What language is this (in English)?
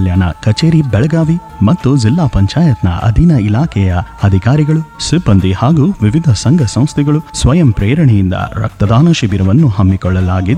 Kannada